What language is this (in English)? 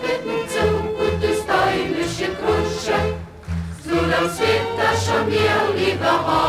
Upper Sorbian